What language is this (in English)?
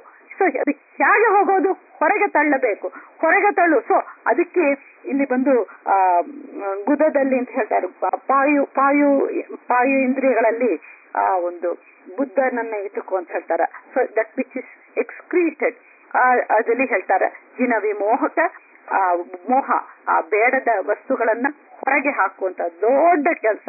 Kannada